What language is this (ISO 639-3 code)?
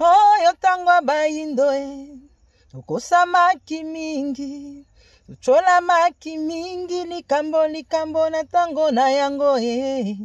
lin